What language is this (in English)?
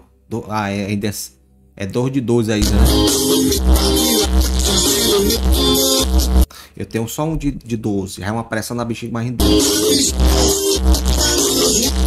Portuguese